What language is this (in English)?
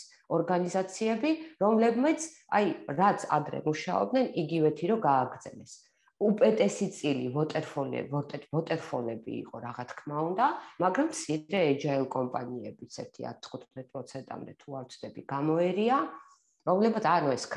Georgian